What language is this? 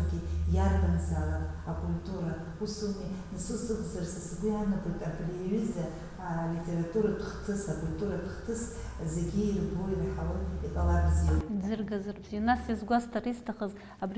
Abkhazian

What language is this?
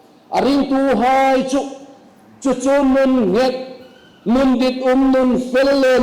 Hmar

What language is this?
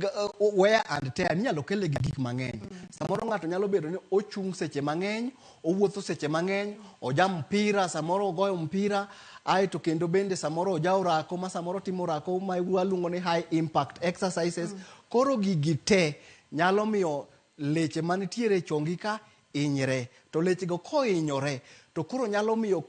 Luo (Kenya and Tanzania)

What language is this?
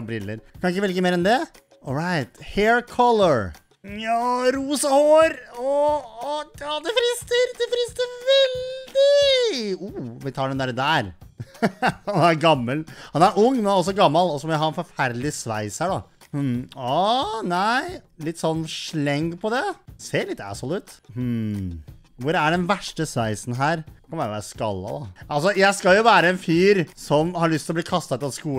Norwegian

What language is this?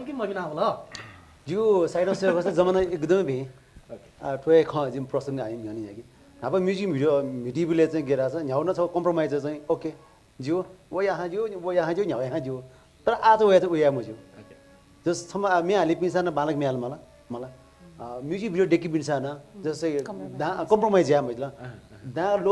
Newari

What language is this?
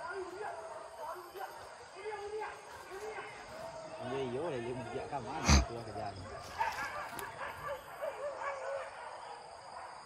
Malay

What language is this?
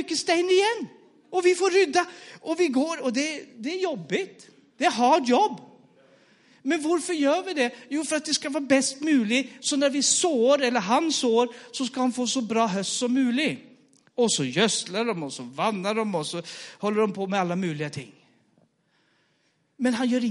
Norwegian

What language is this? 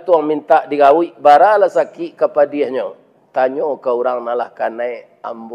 Minangkabau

